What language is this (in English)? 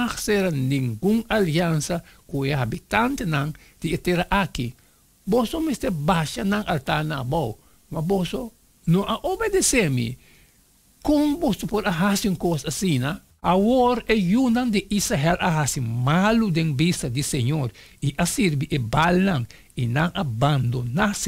Papiamento